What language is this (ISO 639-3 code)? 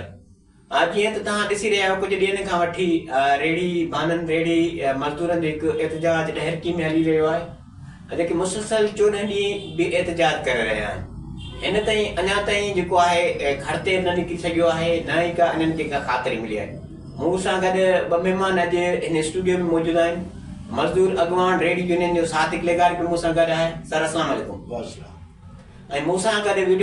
snd